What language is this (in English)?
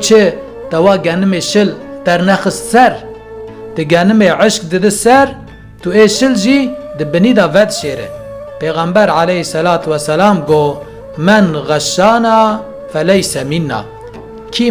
Kurdish